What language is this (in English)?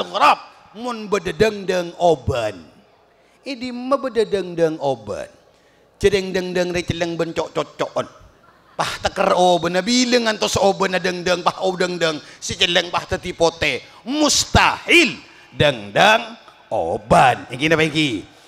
Madurese